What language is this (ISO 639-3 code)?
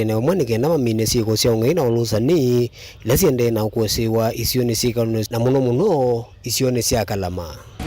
kam